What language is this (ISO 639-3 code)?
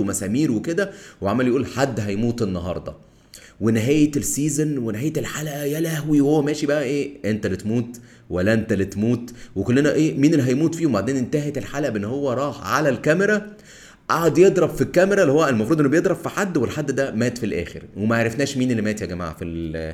arz